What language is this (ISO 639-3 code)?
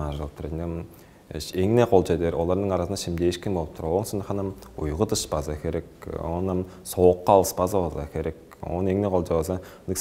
tyv